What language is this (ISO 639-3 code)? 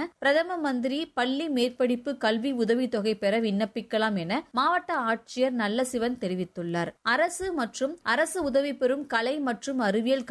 tam